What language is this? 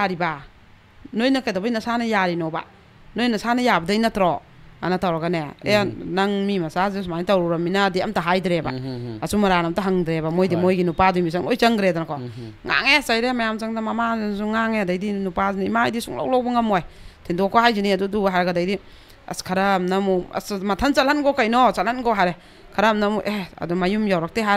Manipuri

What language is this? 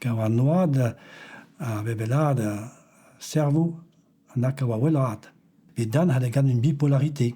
Breton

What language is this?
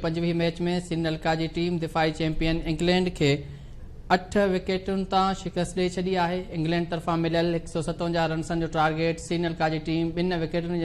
Sindhi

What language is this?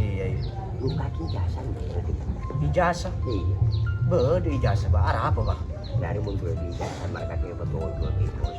Madurese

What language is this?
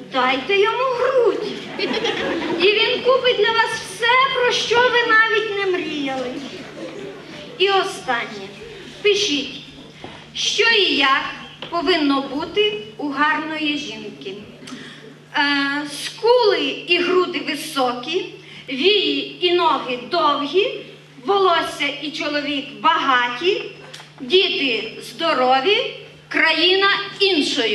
Ukrainian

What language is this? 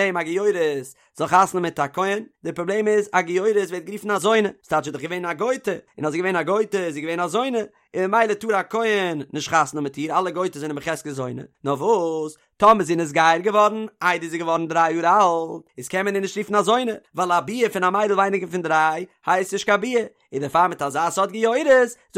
Yiddish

